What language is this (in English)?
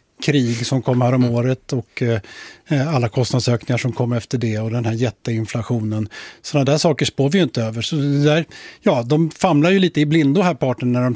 Swedish